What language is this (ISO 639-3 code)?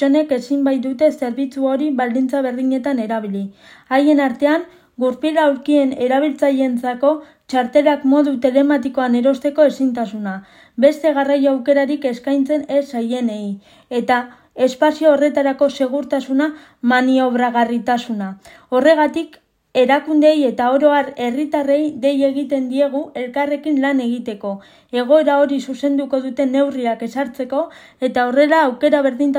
eus